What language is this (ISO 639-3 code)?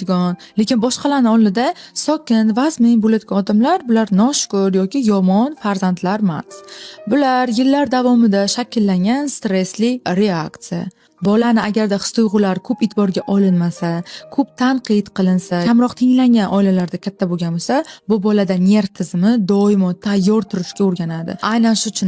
uzb